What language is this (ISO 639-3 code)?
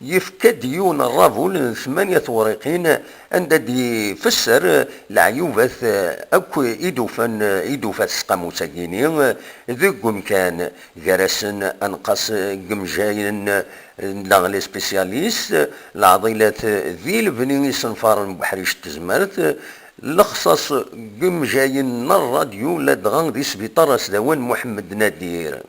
kab